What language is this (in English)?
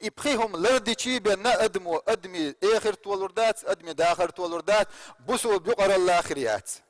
Chechen